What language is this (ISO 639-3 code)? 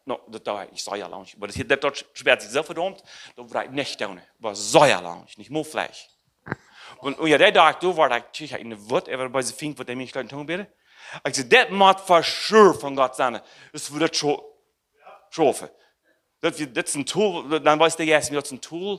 pdt